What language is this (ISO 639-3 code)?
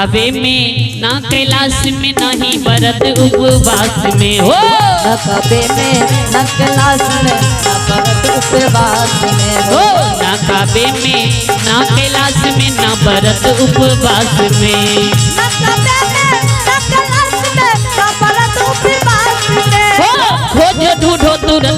mai